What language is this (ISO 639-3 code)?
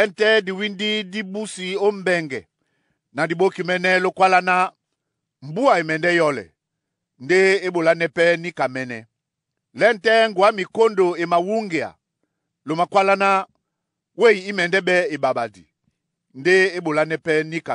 dua